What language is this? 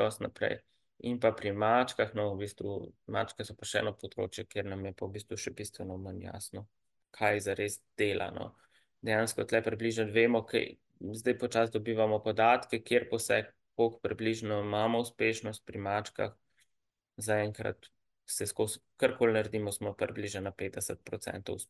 Slovenian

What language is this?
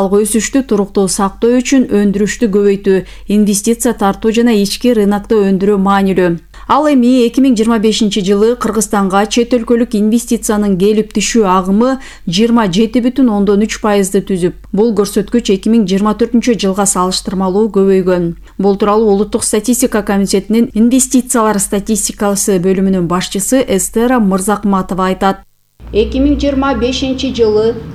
Kyrgyz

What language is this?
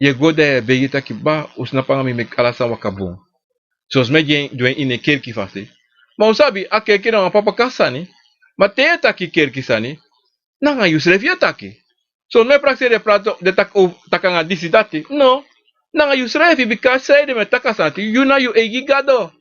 Sranan Tongo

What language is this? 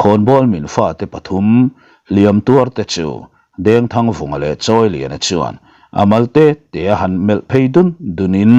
Mizo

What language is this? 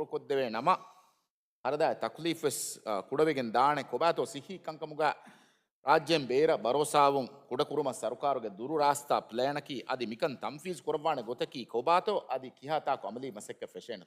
Divehi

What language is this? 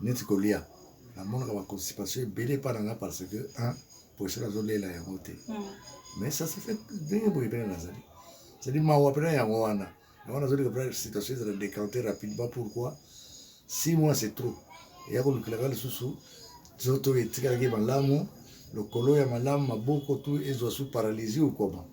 Lingala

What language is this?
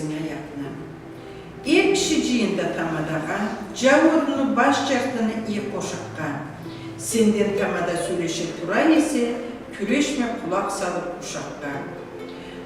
Karachay-Balkar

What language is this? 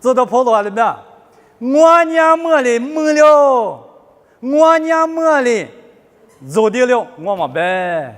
Lisu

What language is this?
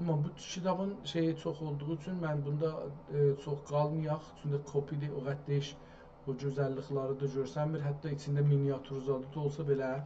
South Azerbaijani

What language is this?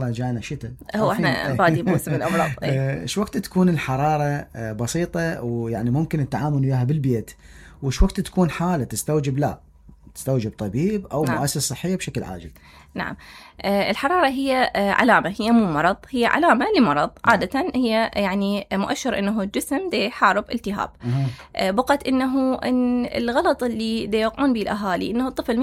Mesopotamian Arabic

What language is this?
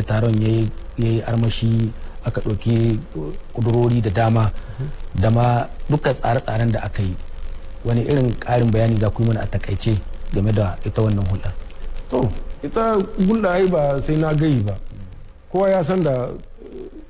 Hausa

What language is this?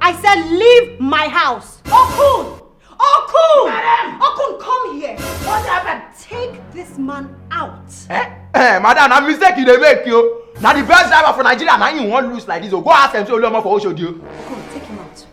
Nigerian Pidgin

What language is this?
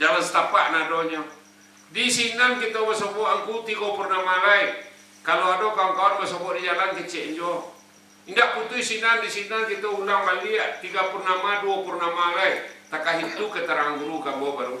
Minangkabau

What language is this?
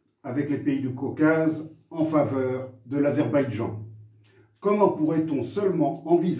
French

